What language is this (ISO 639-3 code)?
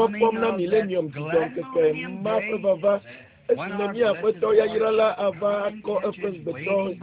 ewe